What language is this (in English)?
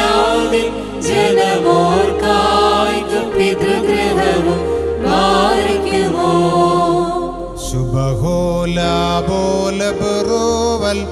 Malayalam